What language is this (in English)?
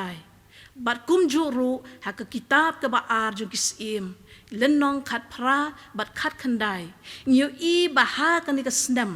Khasi